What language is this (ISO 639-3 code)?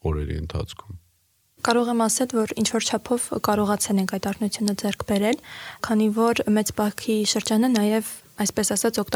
hye